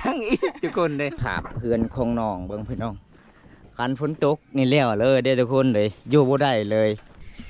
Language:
Lao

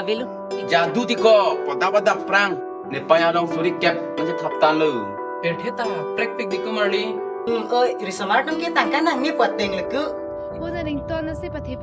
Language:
Karbi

